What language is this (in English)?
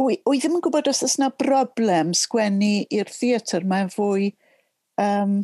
Welsh